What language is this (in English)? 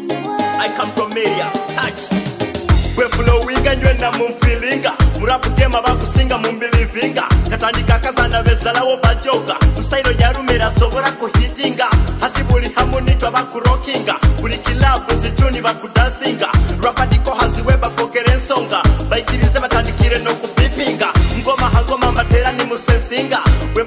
Nyoro